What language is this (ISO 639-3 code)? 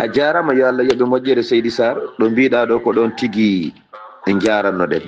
ful